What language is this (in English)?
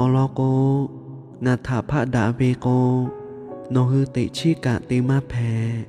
Lahu